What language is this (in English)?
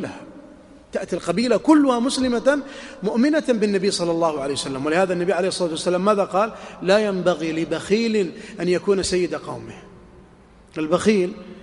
Arabic